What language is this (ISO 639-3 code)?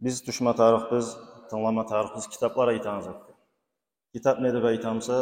kum